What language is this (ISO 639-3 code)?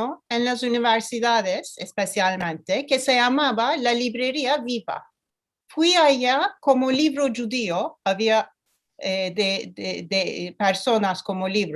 lad